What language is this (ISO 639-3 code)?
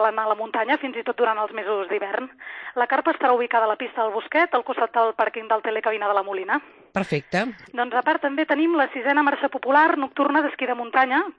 cat